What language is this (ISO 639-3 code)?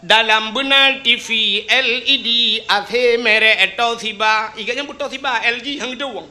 ace